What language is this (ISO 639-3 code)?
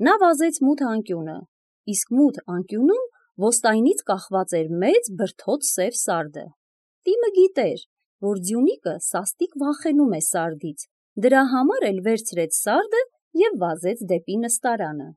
hye